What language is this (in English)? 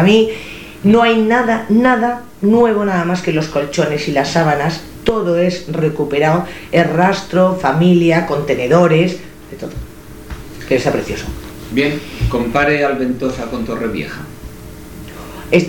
Spanish